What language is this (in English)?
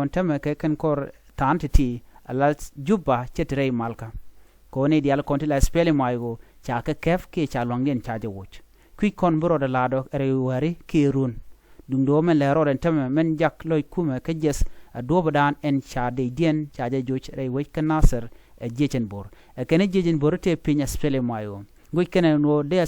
Nuer